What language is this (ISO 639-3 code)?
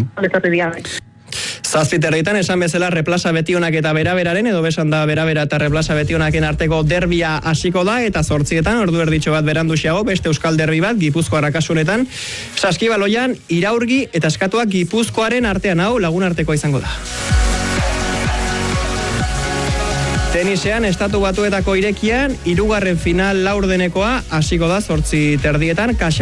eus